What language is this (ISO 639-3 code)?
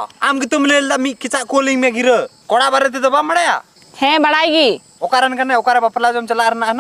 sat